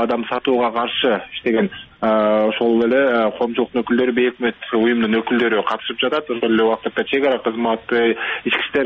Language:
Kyrgyz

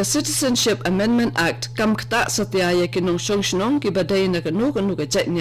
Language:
Khasi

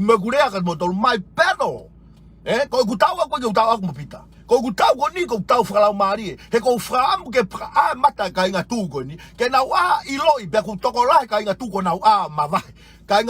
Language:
Tongan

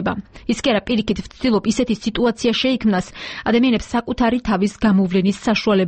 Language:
Georgian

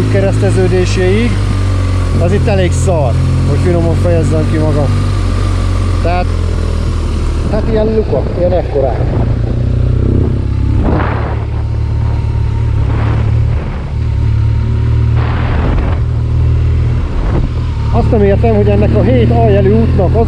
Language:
Hungarian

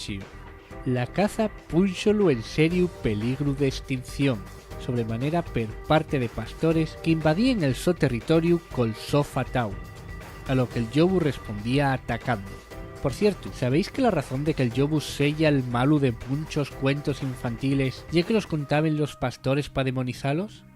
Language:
Asturian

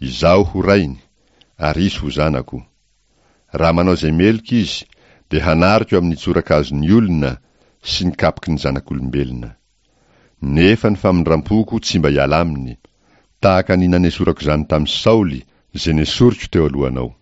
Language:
Malagasy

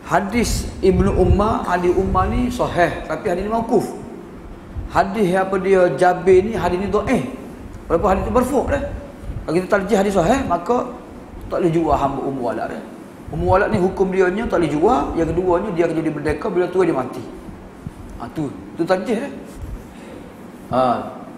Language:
Malay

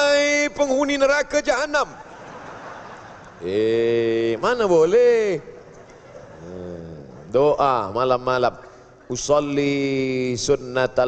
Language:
Malay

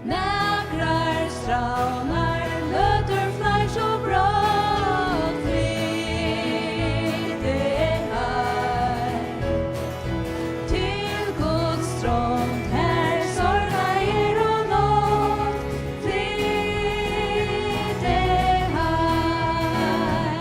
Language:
Faroese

